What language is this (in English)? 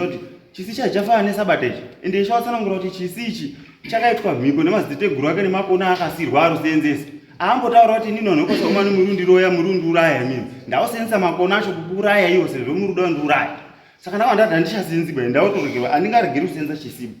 Shona